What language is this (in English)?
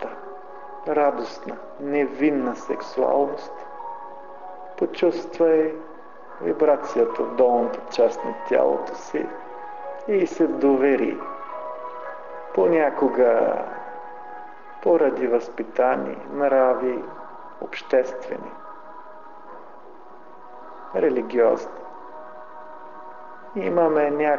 Bulgarian